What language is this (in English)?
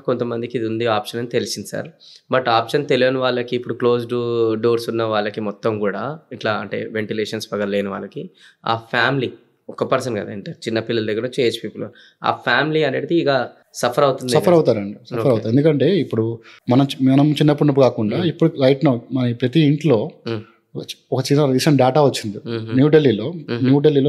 Telugu